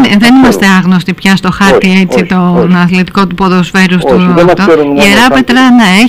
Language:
Greek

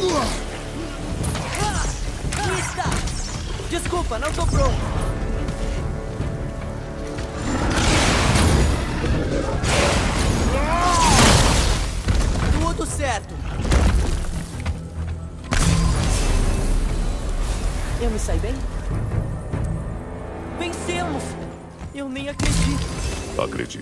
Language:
Portuguese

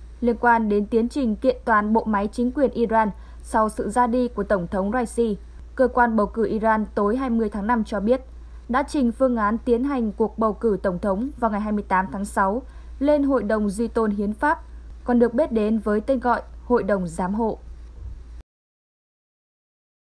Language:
Vietnamese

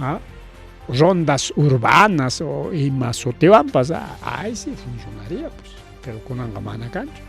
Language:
Ayacucho Quechua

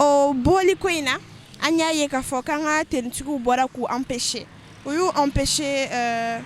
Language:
Bambara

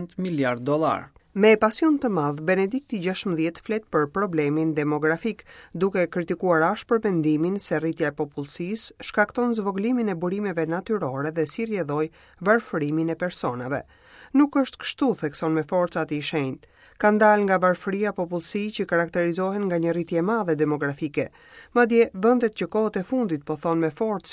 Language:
Albanian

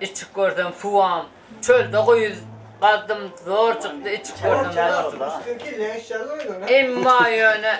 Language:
Turkmen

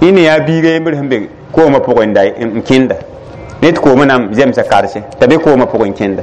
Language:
Mossi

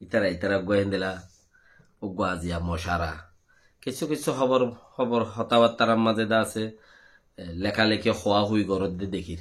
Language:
Rohingya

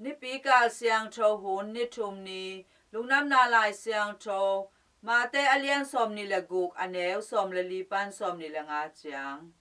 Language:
Tedim Chin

